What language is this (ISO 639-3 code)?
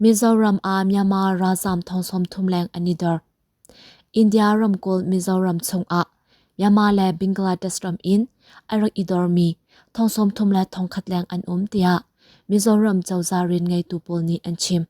cnh